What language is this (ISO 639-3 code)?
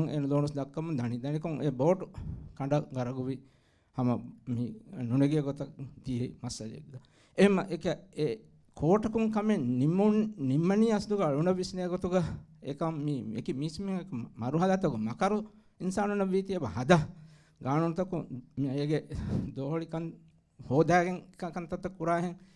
div